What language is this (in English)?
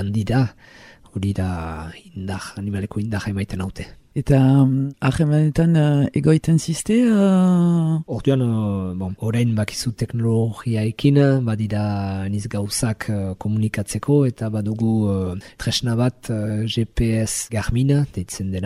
Basque